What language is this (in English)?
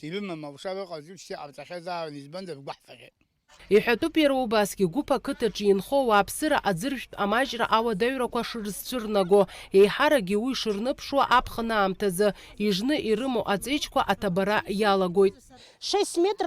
Abkhazian